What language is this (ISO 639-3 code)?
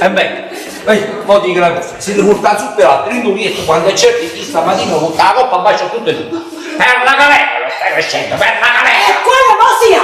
nap